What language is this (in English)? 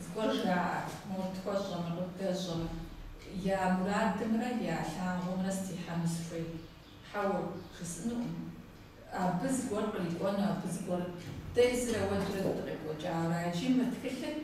Kabardian